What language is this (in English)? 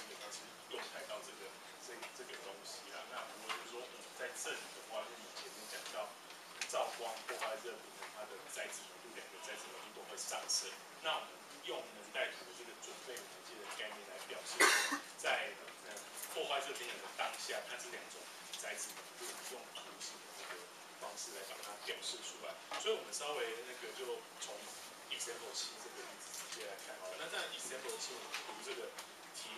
Chinese